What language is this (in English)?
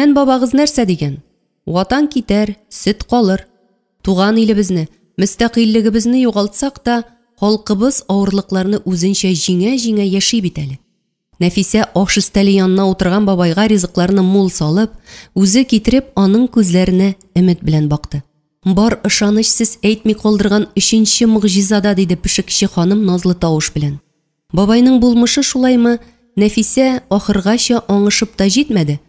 Tatar